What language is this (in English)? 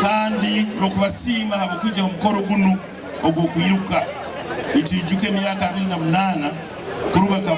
Nyoro